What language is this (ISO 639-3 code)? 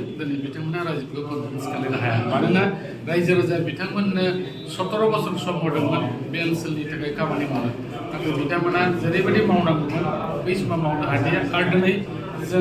brx